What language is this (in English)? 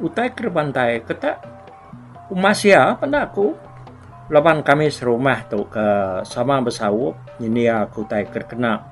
Iban